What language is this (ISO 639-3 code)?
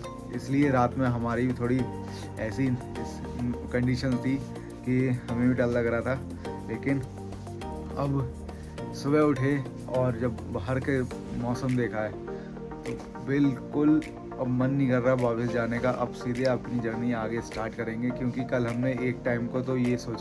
hin